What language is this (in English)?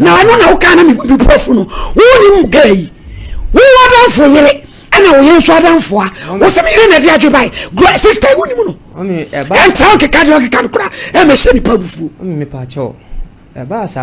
Akan